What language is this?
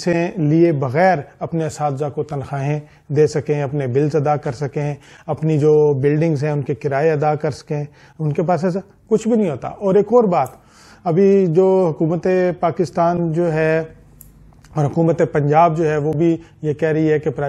Urdu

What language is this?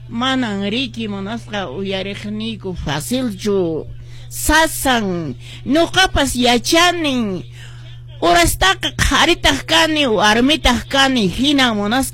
Quechua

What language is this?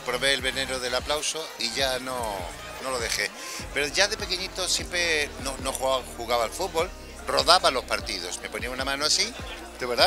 Spanish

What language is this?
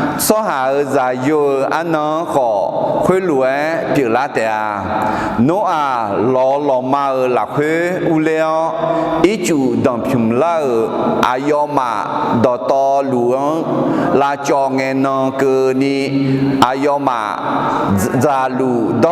Akha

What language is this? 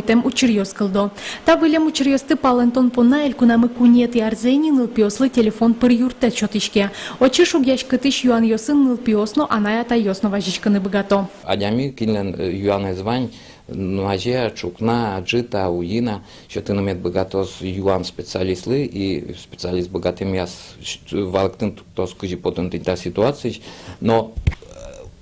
Udmurt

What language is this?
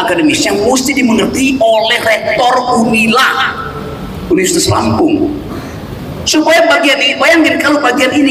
Indonesian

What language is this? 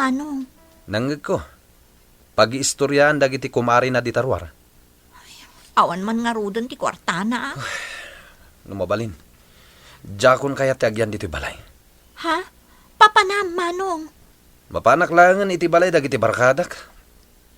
Iloko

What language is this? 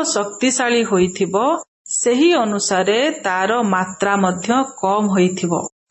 Odia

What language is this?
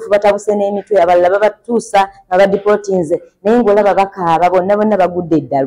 Ganda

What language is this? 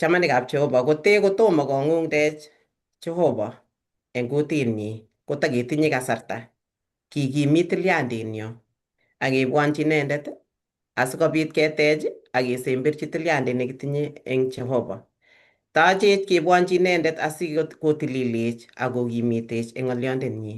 Kalenjin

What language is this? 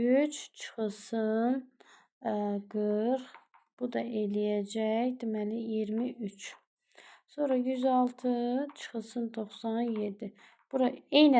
Azerbaijani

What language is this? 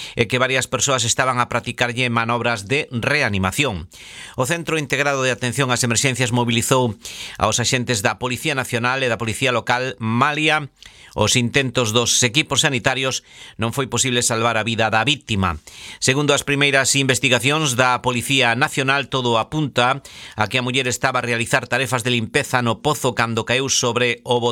Galician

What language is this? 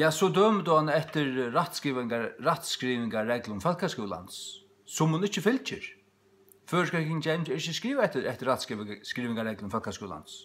Faroese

